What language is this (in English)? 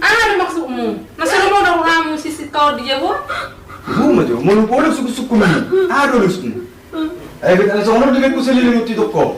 Batak Toba